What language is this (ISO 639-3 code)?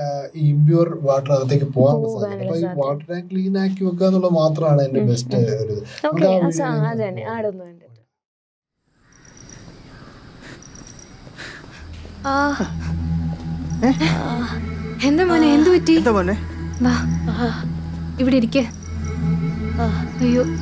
mal